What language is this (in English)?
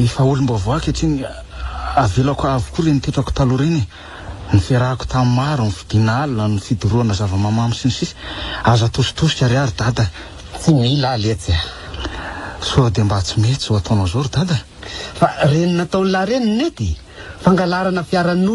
Malagasy